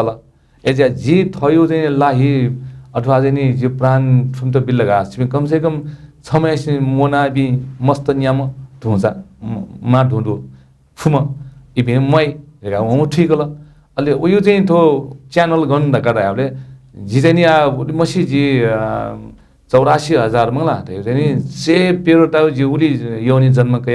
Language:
Newari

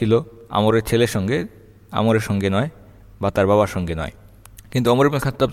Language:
Bangla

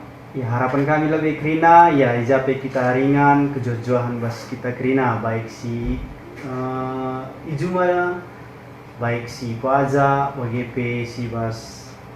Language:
Batak Karo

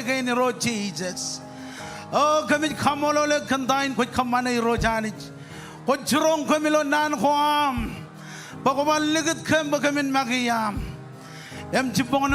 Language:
Marshallese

